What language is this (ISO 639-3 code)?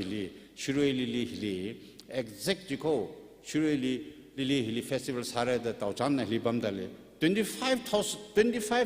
nmf